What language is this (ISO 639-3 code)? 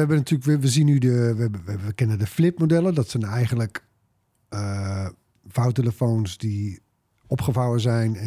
nld